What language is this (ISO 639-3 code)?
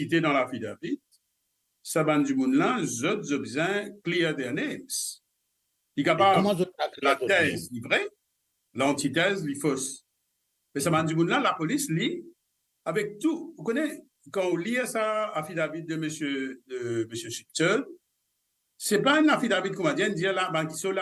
mfe